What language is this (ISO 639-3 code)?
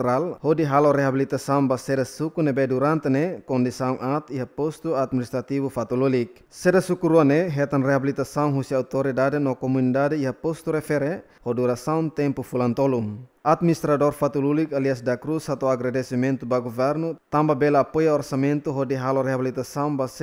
tet